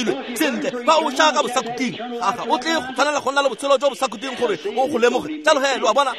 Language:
Tswana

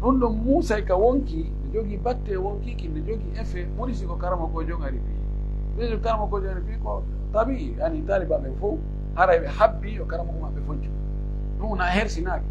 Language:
Pular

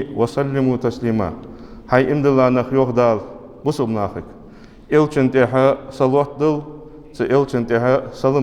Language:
Ingush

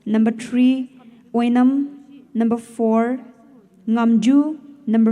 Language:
Poumei Naga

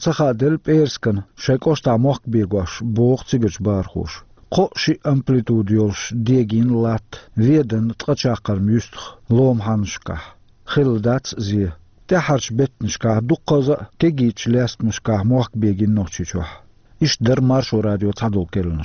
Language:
Chechen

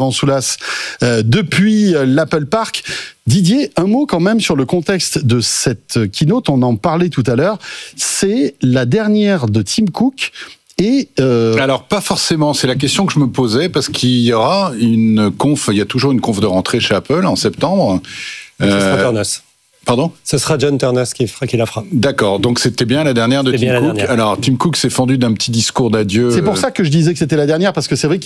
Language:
French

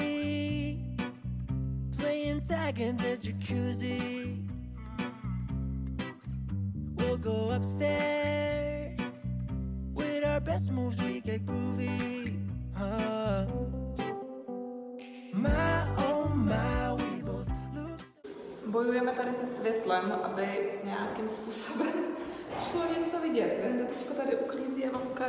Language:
Czech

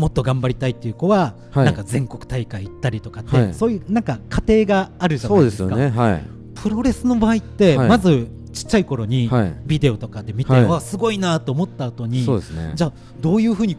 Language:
Japanese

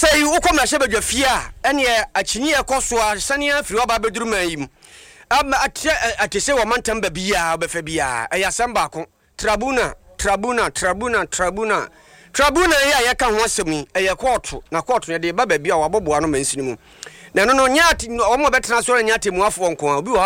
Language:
Akan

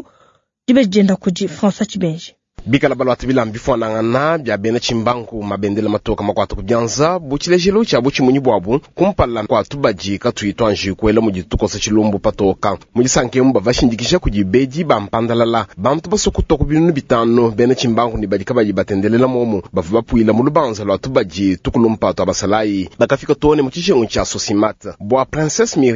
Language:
Luba-Lulua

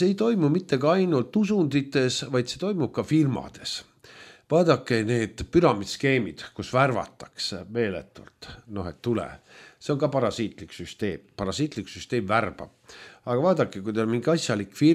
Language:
Estonian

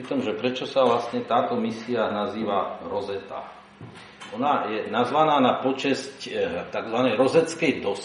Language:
Slovak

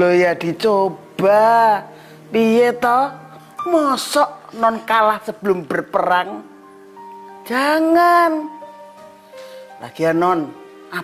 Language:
Indonesian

